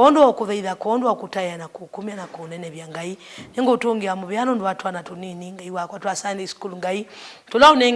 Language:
Kamba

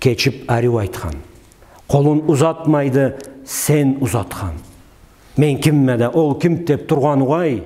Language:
Karachay-Balkar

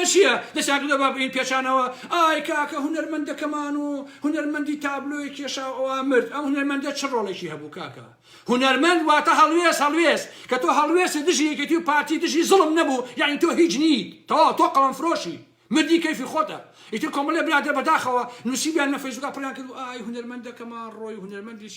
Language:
Central Kurdish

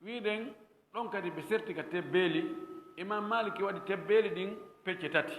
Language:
Fula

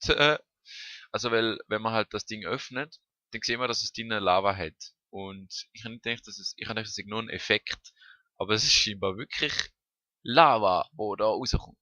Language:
Swiss German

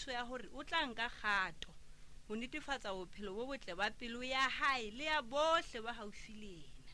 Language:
Southern Sotho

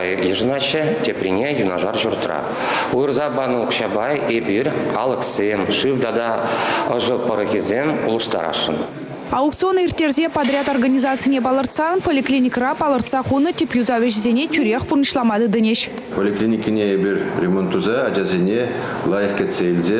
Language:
Chuvash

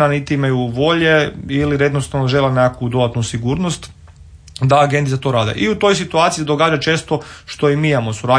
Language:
Croatian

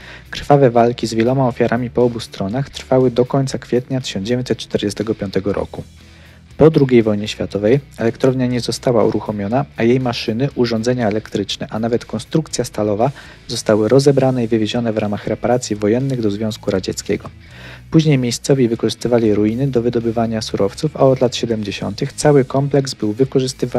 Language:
Polish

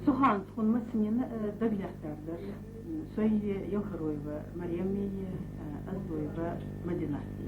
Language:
Ingush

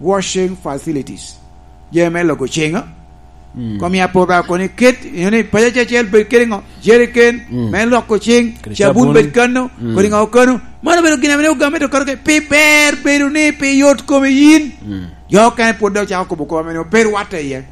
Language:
Lango (Uganda)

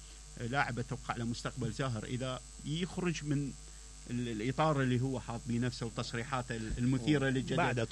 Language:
Mesopotamian Arabic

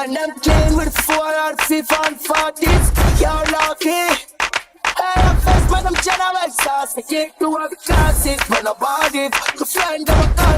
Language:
Jamaican Creole English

